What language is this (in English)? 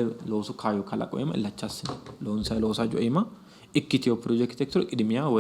Sidamo